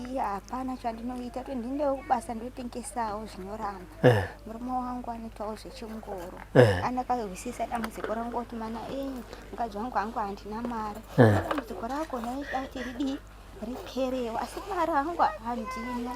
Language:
Shona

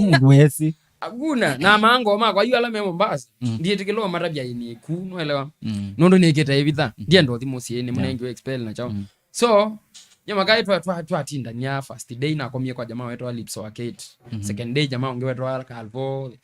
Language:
Kamba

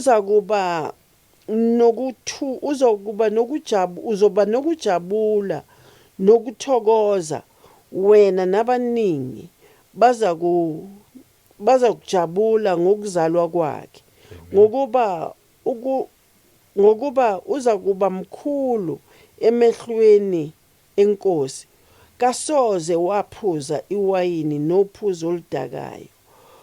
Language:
Zulu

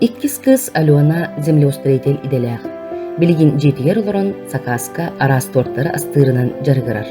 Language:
Yakut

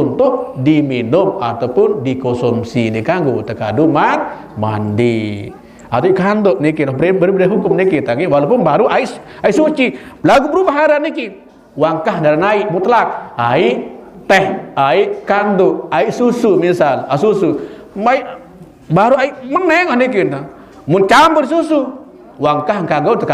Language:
Sasak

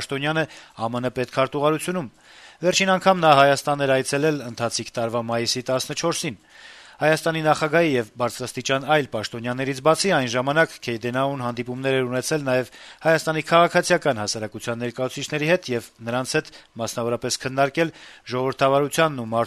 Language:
Armenian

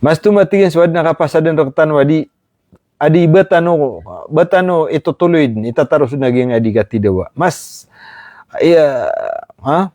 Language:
Maranao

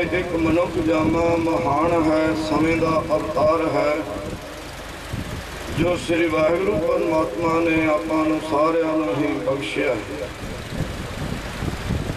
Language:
Punjabi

